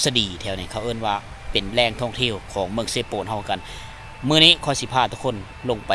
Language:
Lao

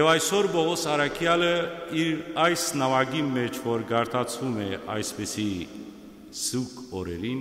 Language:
Western Armenian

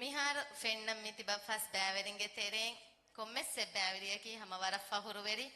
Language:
Divehi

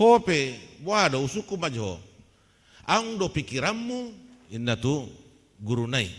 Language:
Batak Toba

